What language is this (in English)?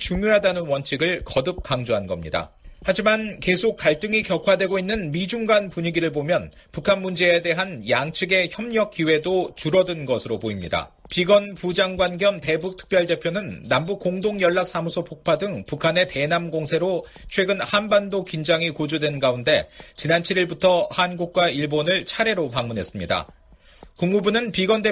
Korean